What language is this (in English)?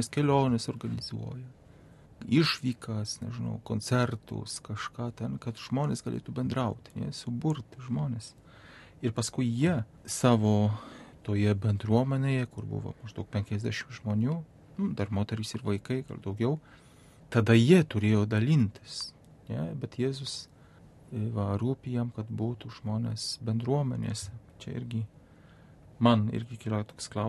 Lithuanian